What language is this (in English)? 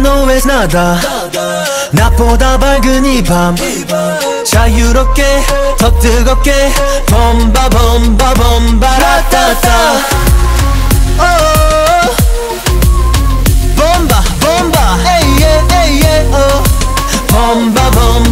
Korean